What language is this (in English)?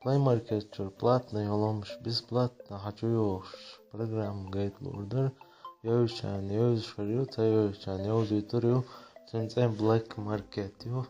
Chechen